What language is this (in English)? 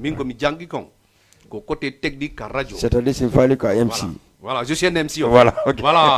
Fula